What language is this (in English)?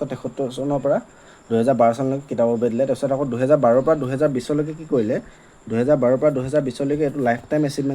Assamese